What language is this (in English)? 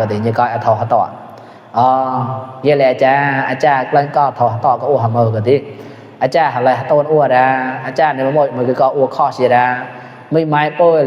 Mon